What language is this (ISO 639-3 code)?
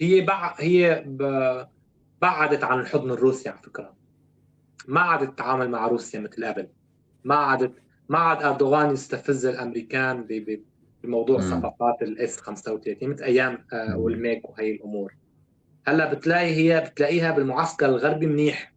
apc